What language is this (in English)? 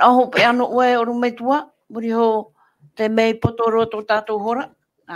Tahitian